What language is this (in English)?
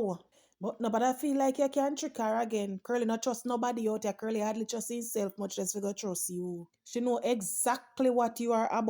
Jamaican Creole English